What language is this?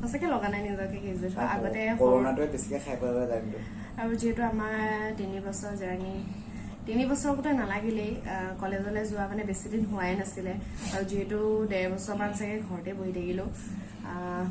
Assamese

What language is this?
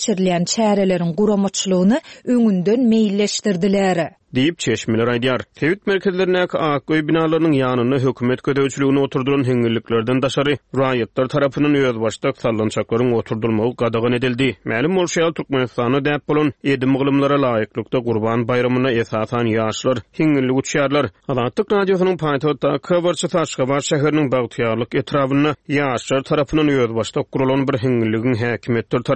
Turkmen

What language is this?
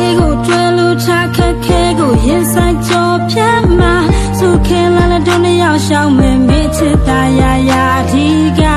Burmese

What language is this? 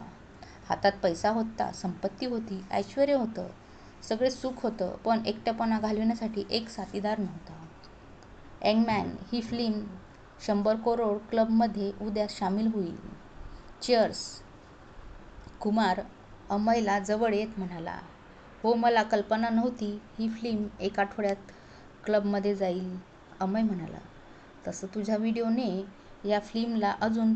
Marathi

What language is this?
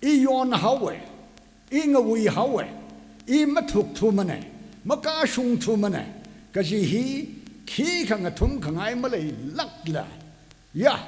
Tangkhul Naga (India)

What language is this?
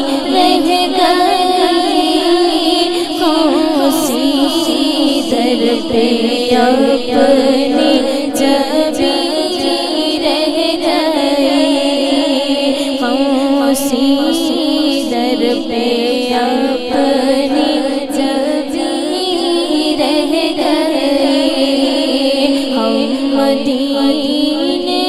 Urdu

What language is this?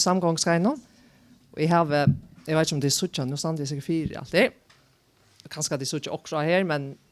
Faroese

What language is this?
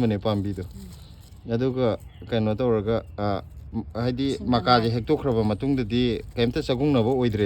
Manipuri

